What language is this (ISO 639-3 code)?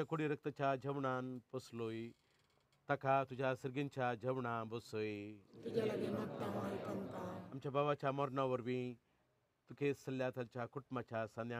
kok